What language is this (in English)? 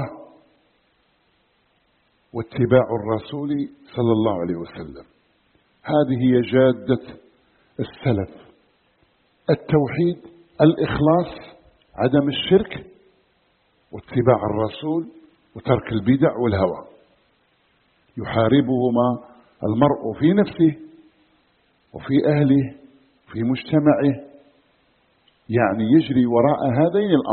Arabic